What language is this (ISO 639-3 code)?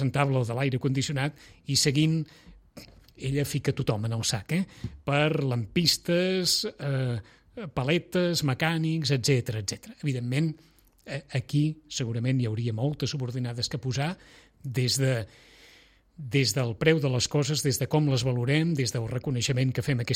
cat